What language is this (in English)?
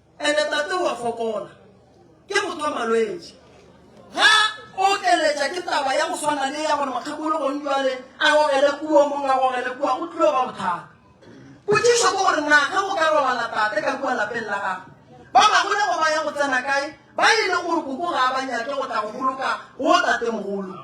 Northern Sotho